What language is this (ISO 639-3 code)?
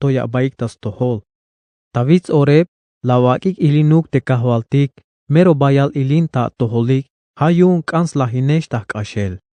tzh